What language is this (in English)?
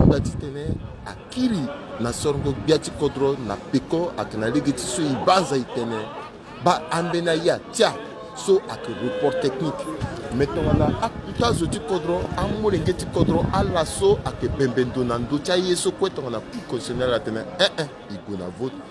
Sango